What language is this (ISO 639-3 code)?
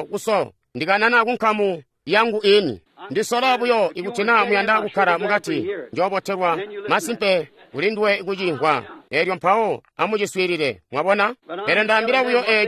toi